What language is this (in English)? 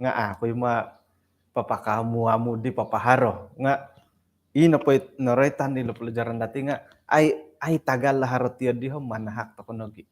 Central Dusun